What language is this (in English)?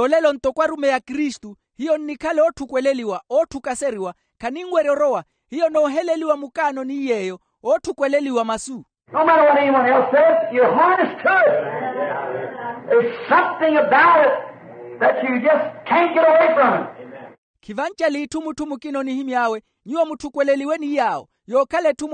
Makhuwa